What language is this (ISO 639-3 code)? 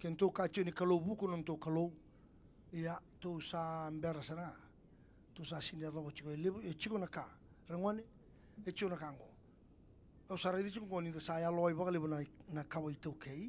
fij